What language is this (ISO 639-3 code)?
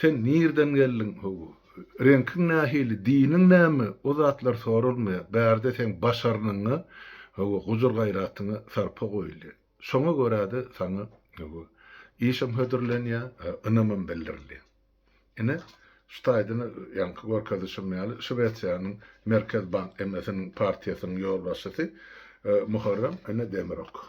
tuk